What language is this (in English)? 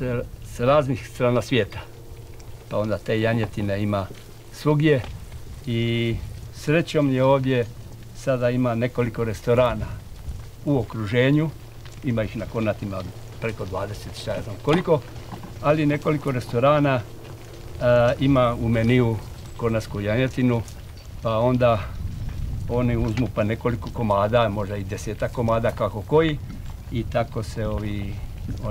Croatian